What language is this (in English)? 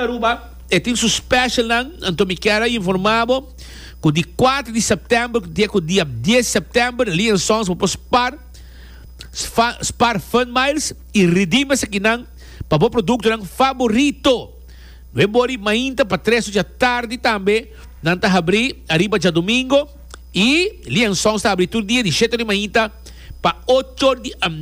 Papiamento